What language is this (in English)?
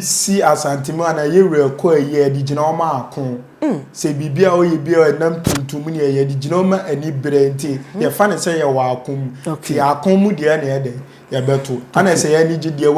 Akan